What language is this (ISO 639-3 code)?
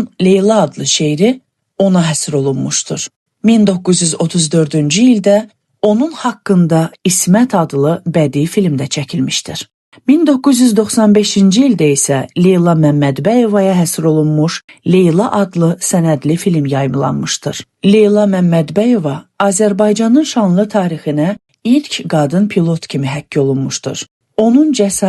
aze